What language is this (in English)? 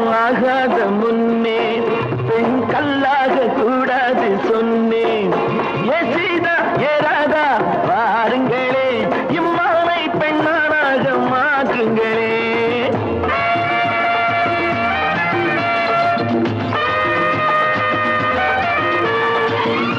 Tamil